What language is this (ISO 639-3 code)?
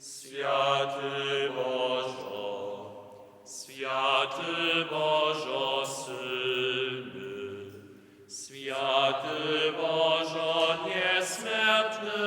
hsb